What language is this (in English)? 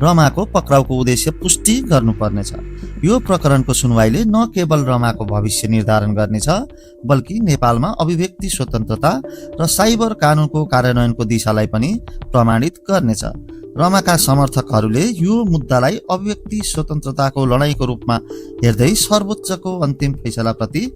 Nepali